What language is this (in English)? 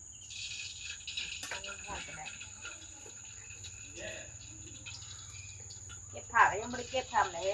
Northeastern Thai